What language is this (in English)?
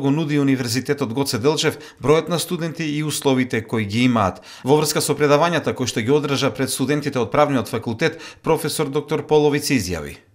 Macedonian